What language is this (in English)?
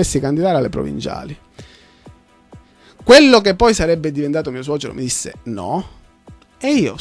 Italian